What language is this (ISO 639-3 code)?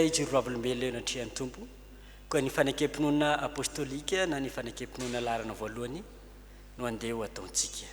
mlg